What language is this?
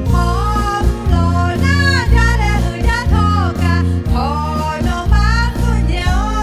Lahu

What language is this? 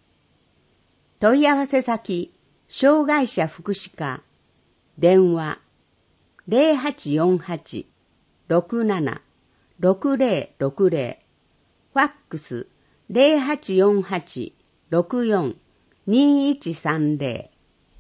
Japanese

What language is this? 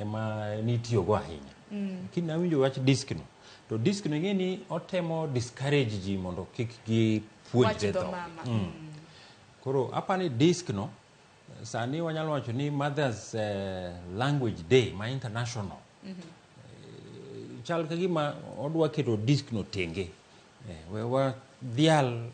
Luo (Kenya and Tanzania)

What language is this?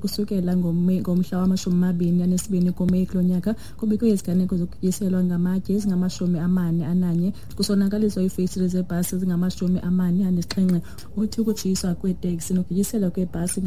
Xhosa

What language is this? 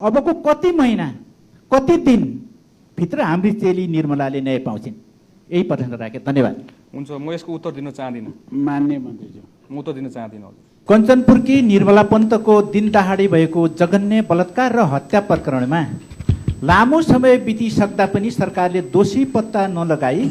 Nepali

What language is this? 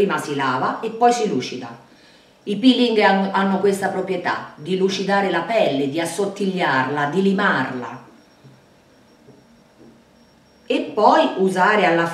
Italian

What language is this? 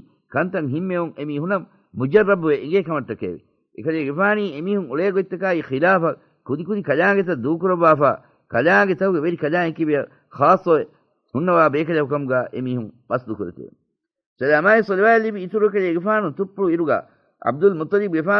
Divehi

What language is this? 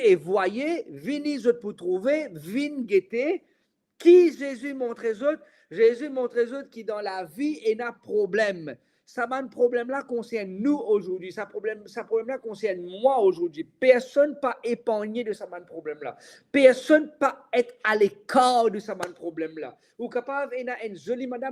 Morisyen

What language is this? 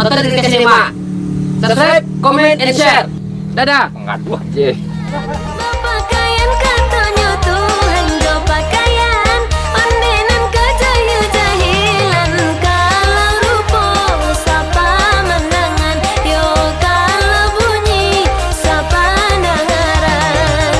Minangkabau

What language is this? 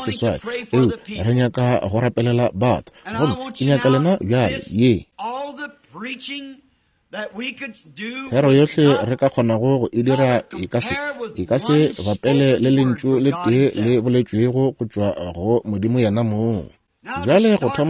Northern Sotho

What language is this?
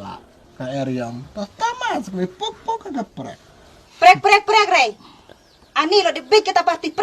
Khasi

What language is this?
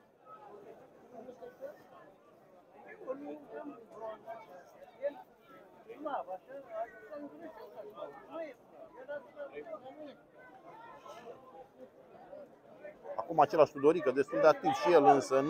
Romanian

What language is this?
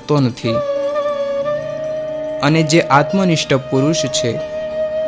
Gujarati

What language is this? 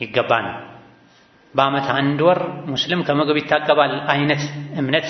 Amharic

